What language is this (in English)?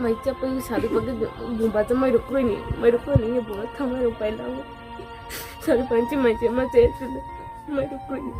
Riang (India)